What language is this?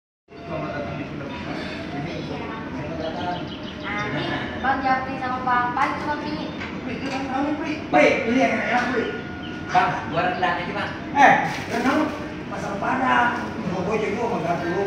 Betawi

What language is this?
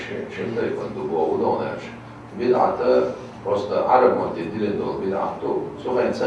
Chechen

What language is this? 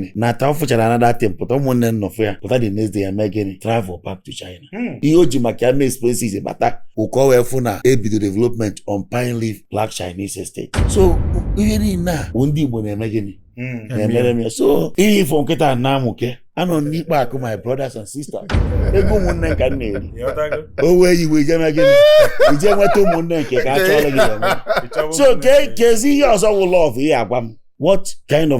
Igbo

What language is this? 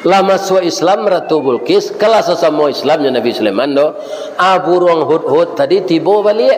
Minangkabau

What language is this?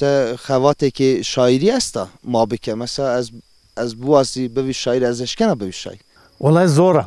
Zaza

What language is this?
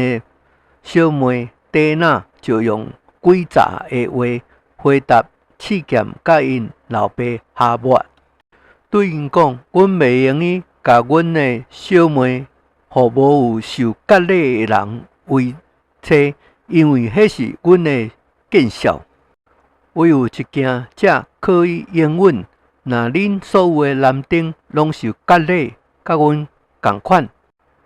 Min Nan Chinese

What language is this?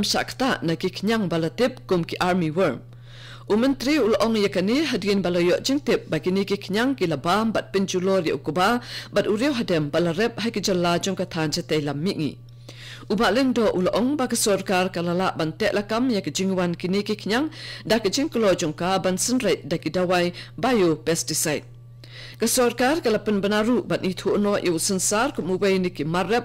Khasi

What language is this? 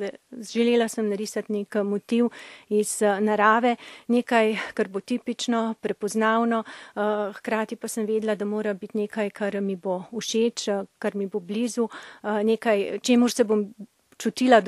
Slovenian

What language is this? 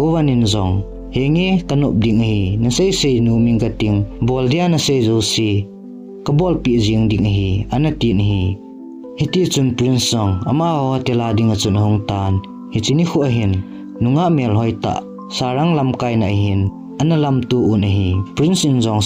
Thado Chin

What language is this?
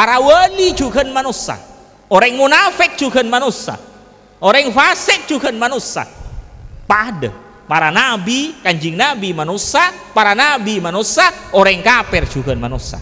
Madurese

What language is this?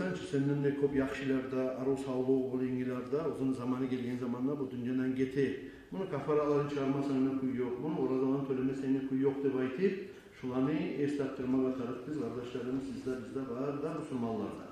Kumyk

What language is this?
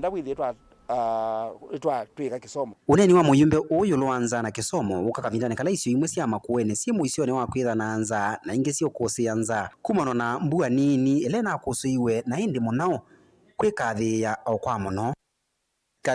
Kamba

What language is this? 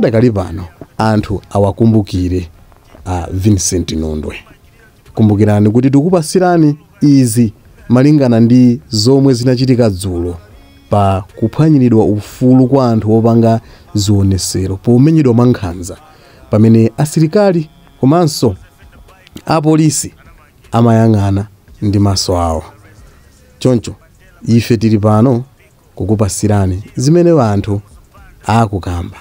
Nyanja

